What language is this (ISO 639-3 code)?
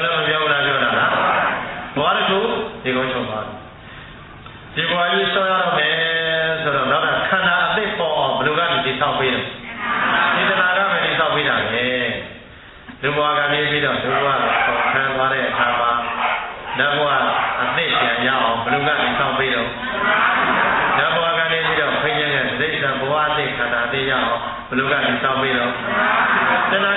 mya